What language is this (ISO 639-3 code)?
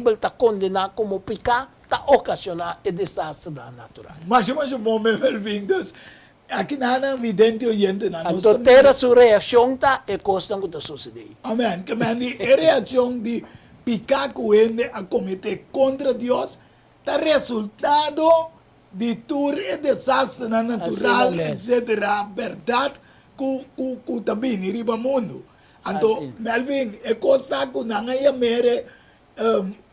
pap